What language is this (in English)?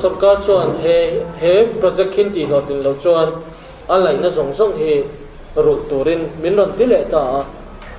Mizo